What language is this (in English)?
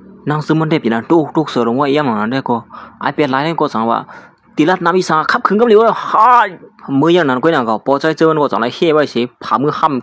Shan